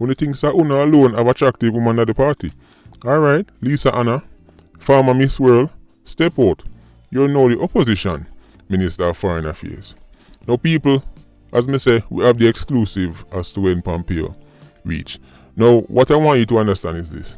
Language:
Jamaican Creole English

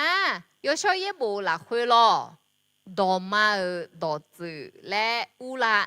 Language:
Akha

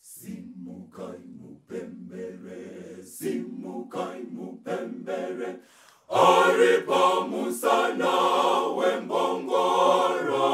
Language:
Shona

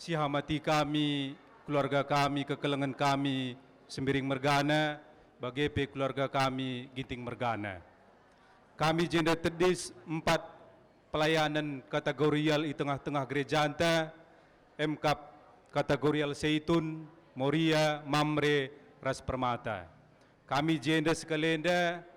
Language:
Batak Karo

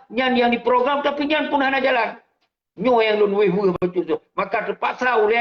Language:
Achinese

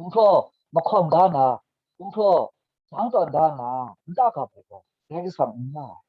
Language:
Kachin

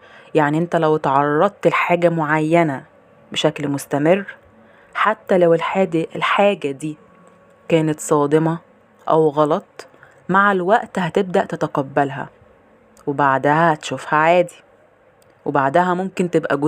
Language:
Egyptian Arabic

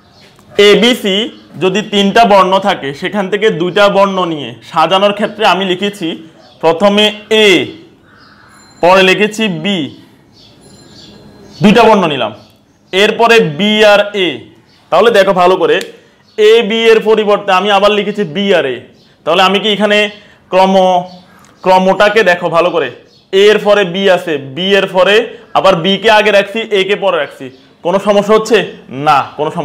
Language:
Bangla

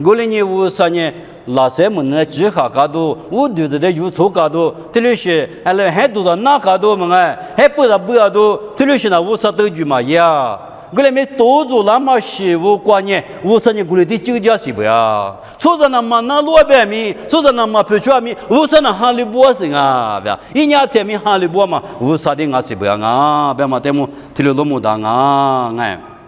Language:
Lisu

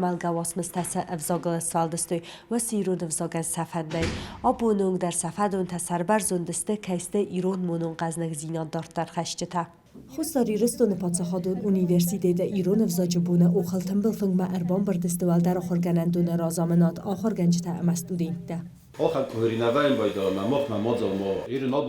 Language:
Ossetic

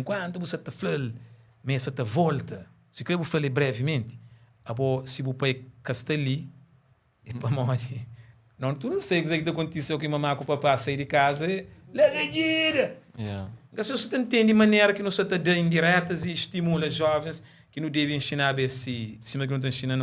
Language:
Kabuverdianu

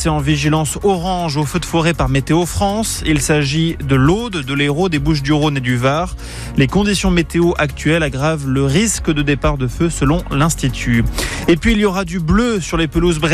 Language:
French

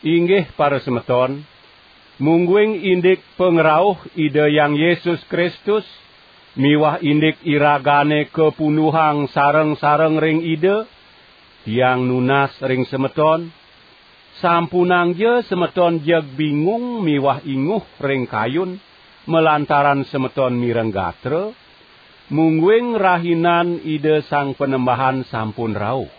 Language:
Balinese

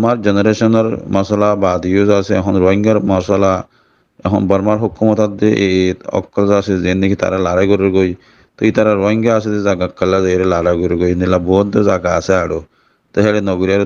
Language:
Rohingya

